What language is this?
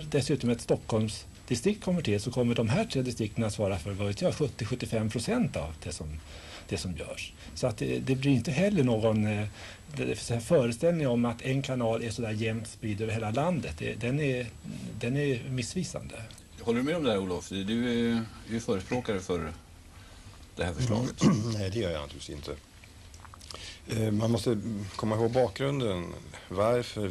Swedish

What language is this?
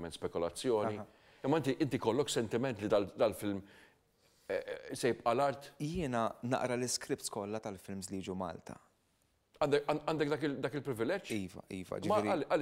Maltese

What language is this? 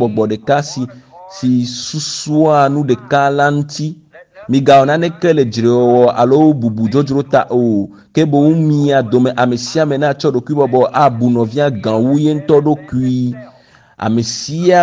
Ewe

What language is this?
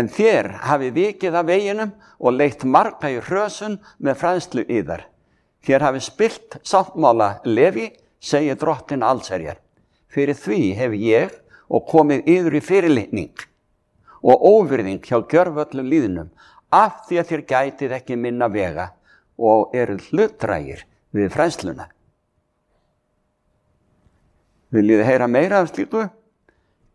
Icelandic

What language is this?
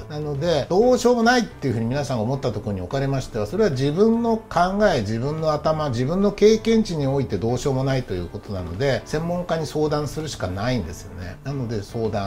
Japanese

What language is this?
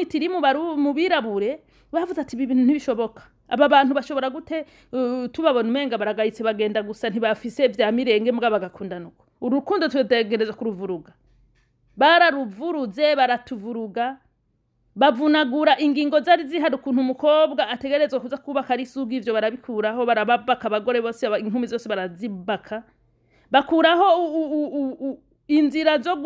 Rundi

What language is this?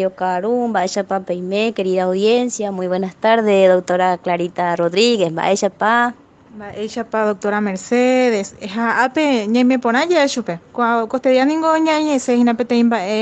Guarani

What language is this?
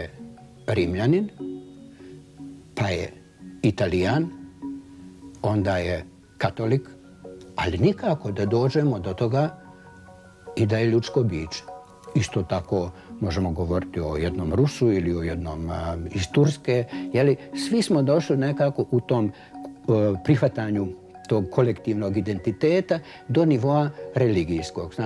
Bosnian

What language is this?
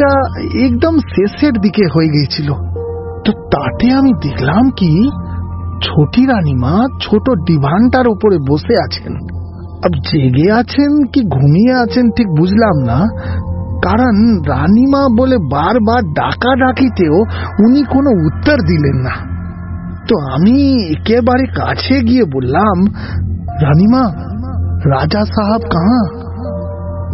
Bangla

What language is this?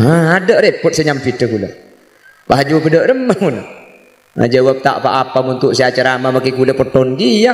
Madurese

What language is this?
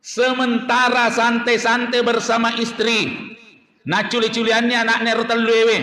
Buginese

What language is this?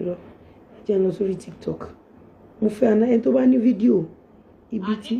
Yoruba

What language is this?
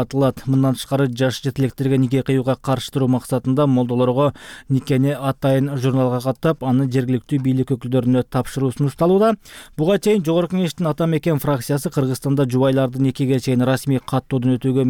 Kyrgyz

